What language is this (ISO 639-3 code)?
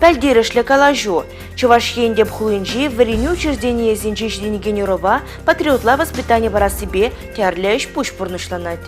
chv